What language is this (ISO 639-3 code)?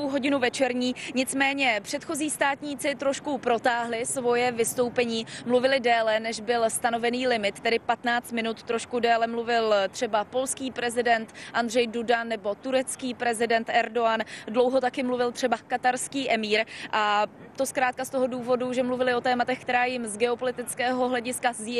ces